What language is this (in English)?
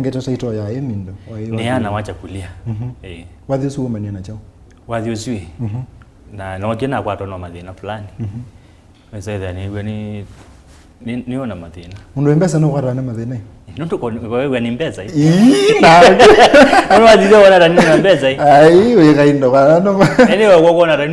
Kamba